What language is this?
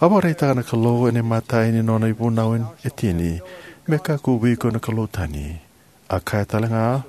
Fijian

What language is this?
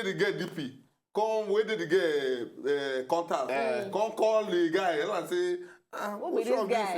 Nigerian Pidgin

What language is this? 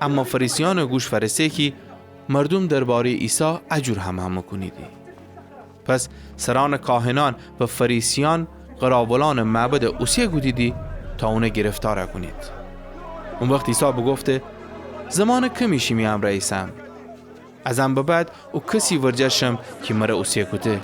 Gilaki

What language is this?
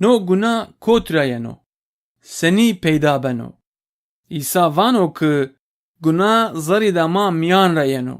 Zaza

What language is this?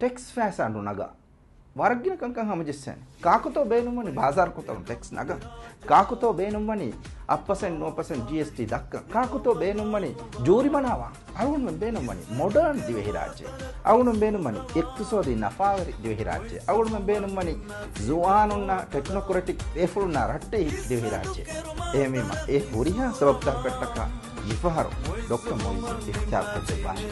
Divehi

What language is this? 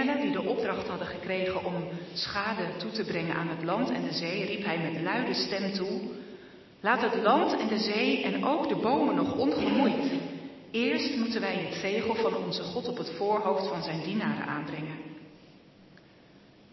Dutch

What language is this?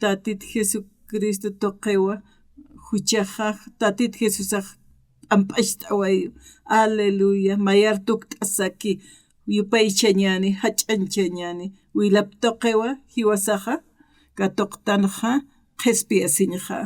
Aymara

